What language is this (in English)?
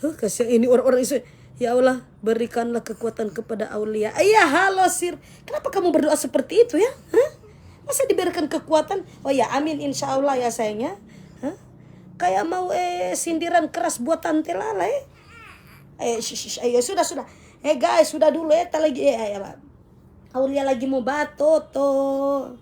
Manado Malay